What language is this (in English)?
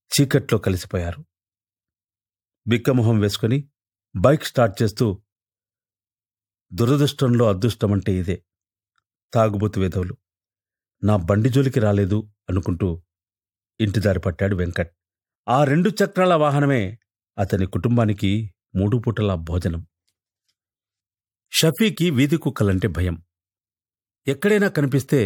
Telugu